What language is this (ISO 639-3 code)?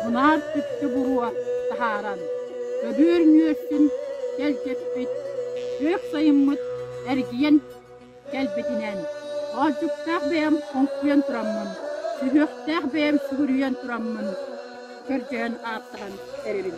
sah